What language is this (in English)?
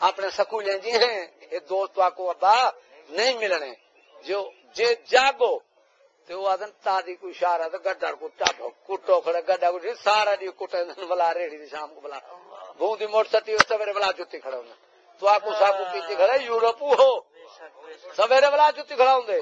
Saraiki